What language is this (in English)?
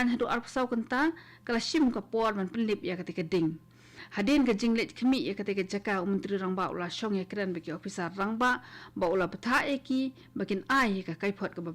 Khasi